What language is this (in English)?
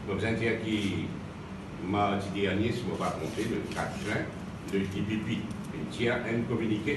Morisyen